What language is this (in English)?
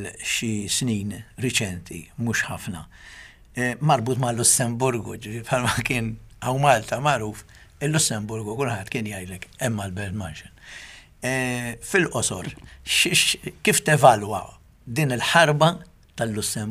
Maltese